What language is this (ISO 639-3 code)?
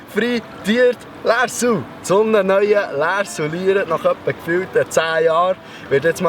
gsw